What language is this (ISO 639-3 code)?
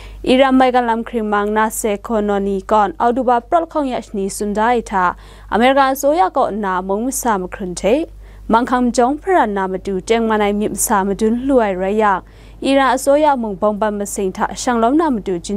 kac